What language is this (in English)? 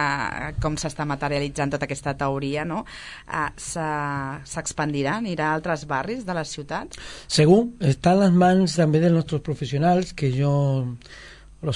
Catalan